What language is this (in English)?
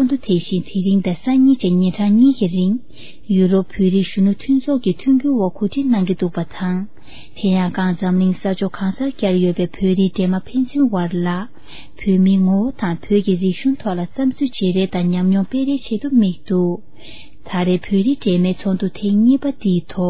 Tibetan